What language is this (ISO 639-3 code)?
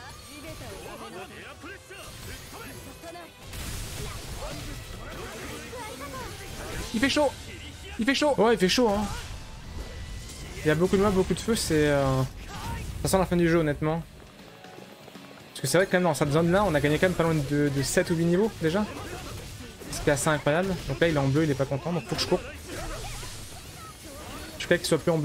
fra